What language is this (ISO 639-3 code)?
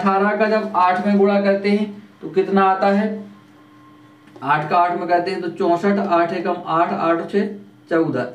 hin